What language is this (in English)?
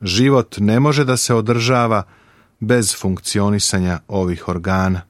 Serbian